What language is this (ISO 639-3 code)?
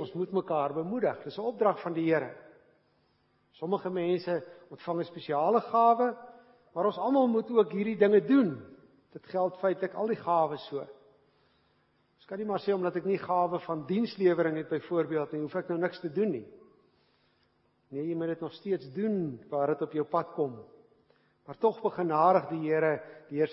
afr